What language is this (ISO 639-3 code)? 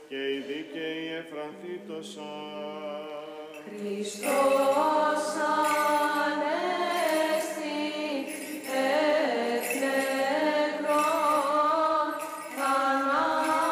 ell